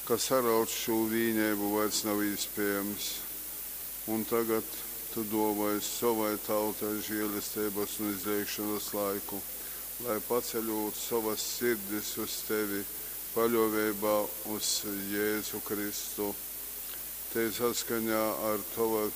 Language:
Latgalian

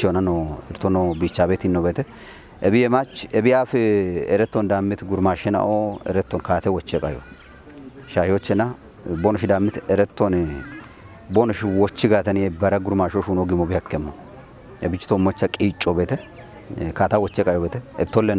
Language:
Kafa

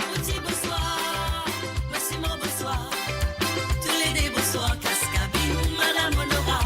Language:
Morisyen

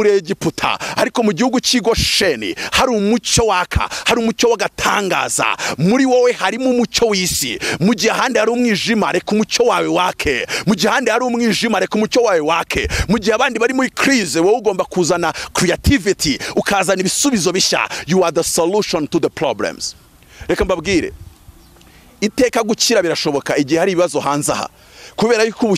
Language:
Kinyarwanda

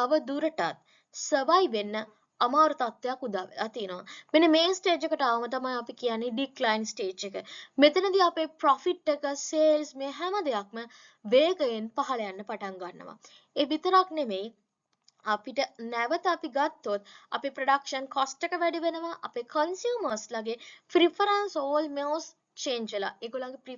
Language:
Sinhala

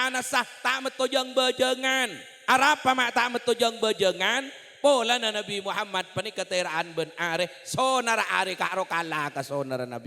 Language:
Madurese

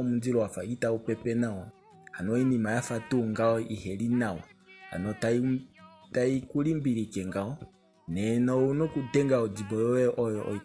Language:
Kuanyama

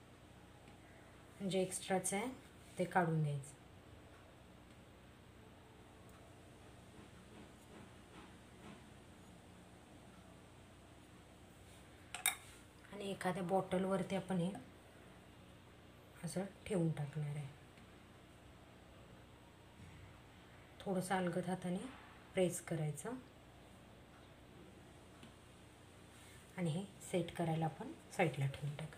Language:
Marathi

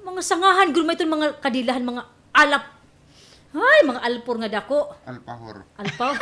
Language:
Waray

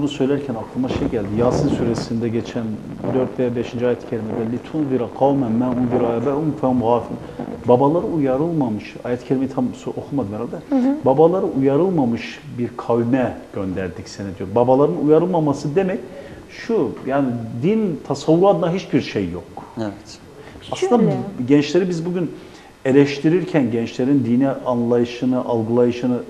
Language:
Turkish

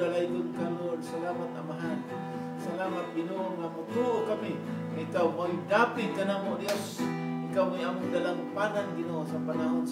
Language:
Cebuano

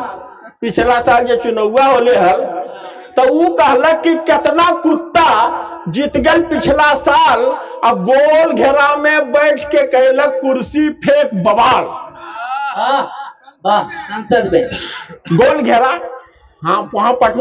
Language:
Magahi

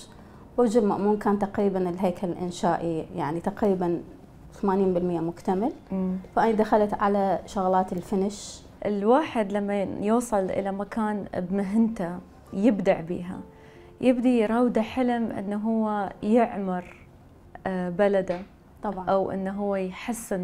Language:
Mesopotamian Arabic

